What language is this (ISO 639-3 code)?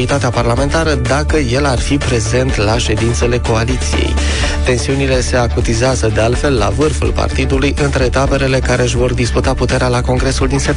ron